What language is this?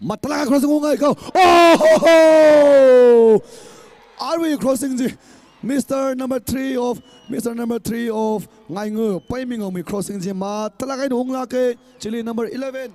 Tangkhul Naga (India)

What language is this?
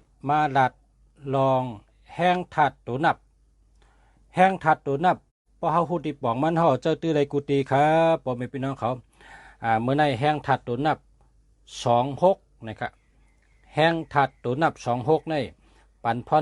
Shan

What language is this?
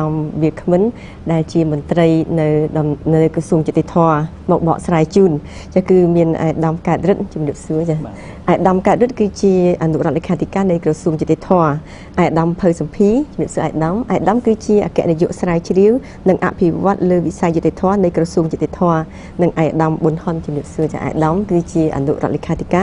Khmer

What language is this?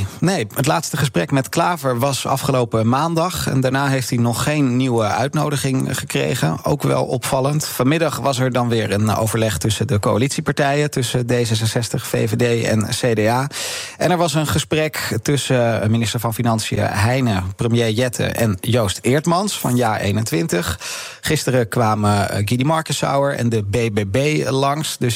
Dutch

